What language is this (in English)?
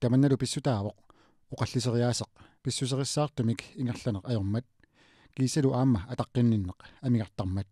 Kalaallisut